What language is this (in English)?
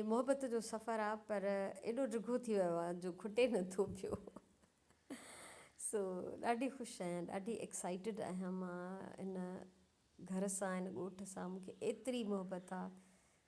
Sindhi